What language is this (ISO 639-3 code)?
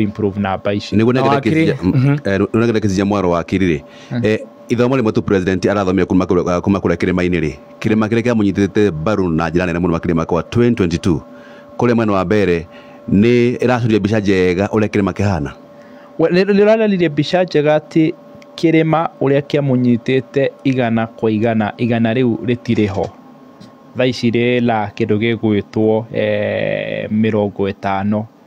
kik